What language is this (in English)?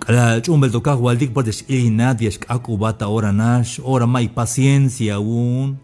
Tzeltal